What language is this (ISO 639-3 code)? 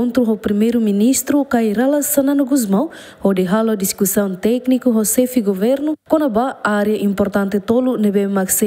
tet